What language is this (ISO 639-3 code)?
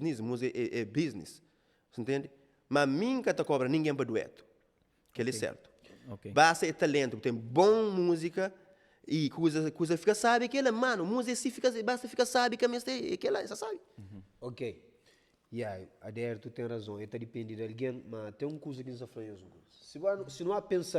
kea